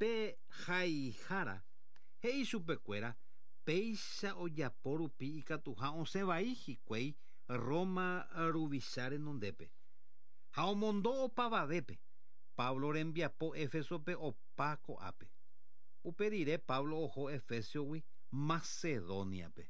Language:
Guarani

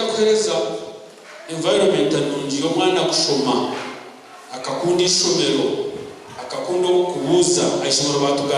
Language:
Nyankole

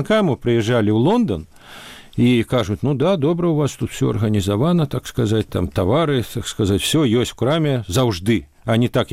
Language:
Belarusian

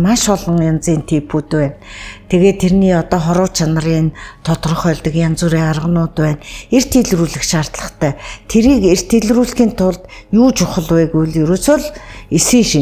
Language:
Mongolian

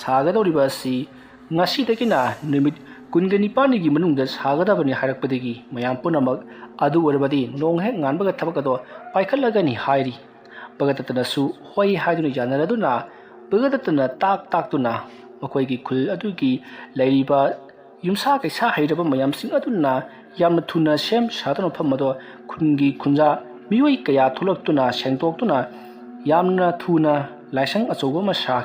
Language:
Manipuri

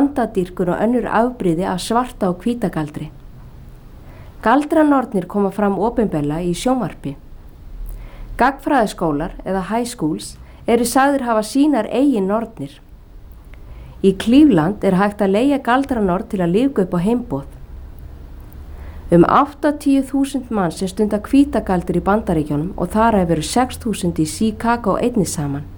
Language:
Icelandic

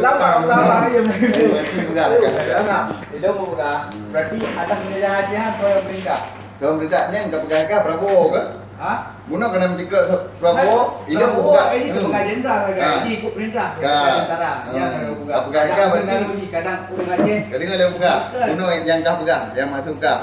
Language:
Achinese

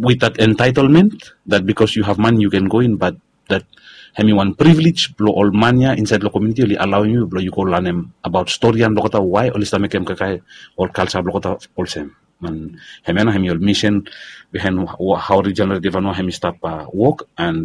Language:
Bislama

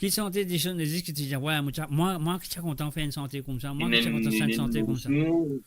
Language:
Morisyen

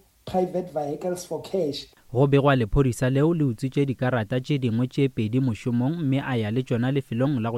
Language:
Northern Sotho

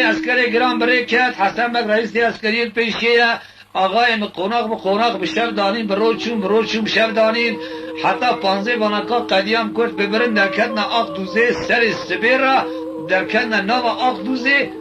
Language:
Kurdish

